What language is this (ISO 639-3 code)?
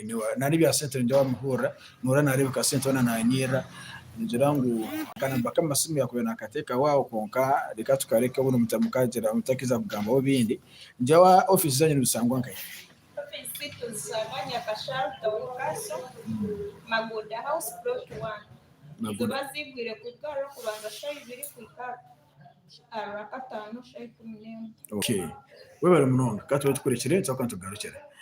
nyn